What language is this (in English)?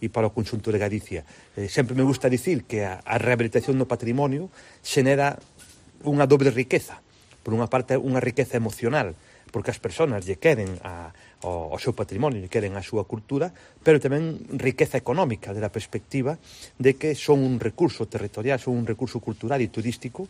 Galician